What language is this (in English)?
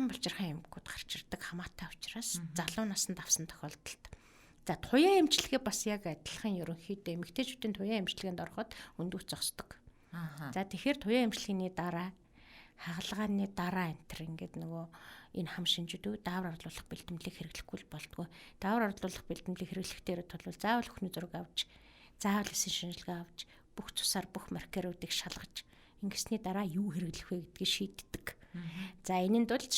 Mongolian